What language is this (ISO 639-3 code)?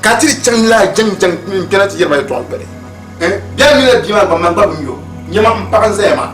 dag